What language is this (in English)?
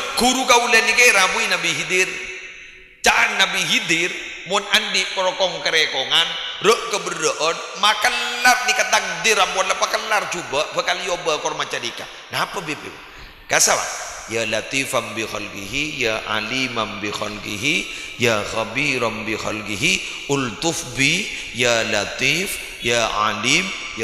Madurese